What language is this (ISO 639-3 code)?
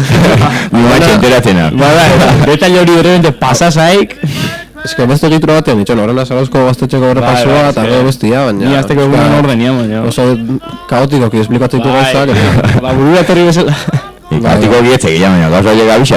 eus